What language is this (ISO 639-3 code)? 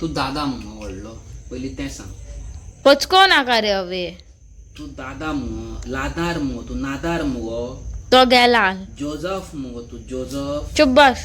kok